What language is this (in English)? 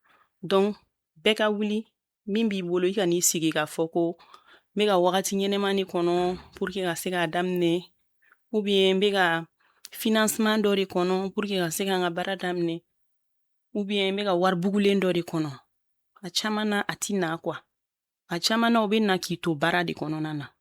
Bambara